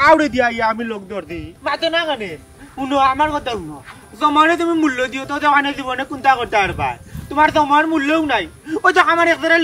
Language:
Sylheti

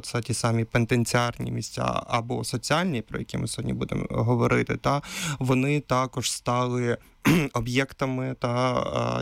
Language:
Ukrainian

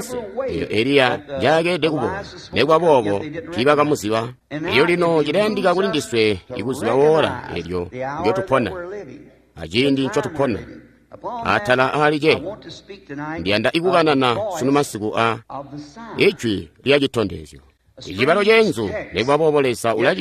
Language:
Tonga (Zambia)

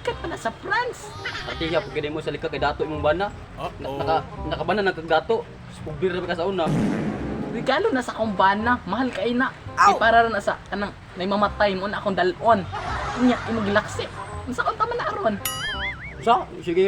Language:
Cebuano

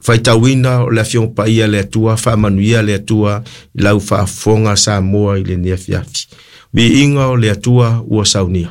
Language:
Samoan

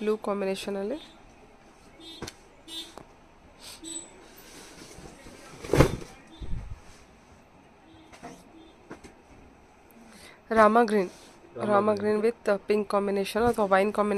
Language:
Kannada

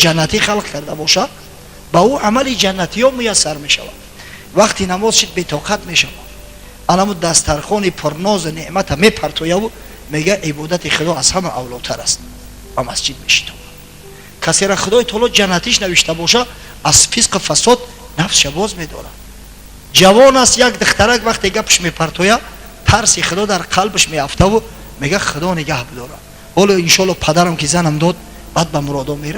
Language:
Tajik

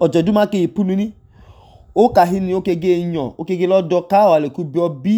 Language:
Idoma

